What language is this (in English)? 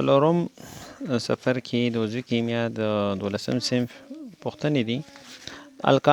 Pashto